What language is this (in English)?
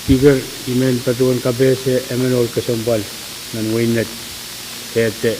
Pohnpeian